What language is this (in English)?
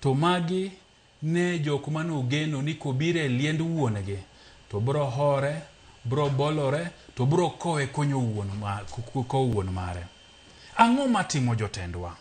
Luo (Kenya and Tanzania)